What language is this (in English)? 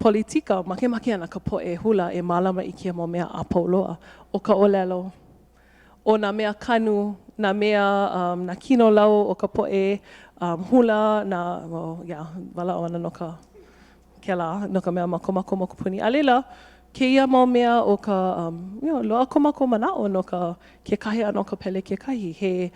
Hawaiian